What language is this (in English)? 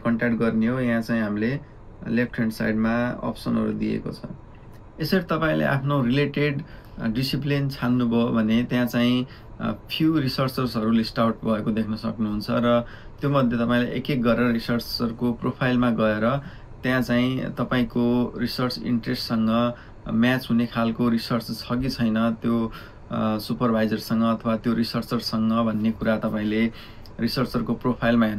Nepali